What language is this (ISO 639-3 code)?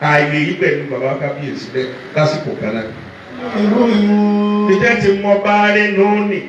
yor